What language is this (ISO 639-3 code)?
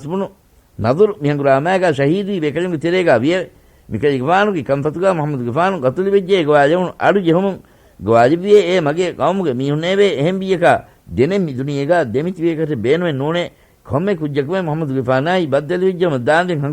div